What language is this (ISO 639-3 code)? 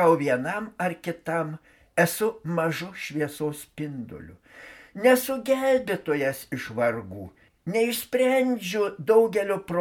lit